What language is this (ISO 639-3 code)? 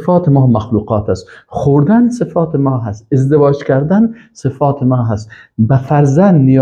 fas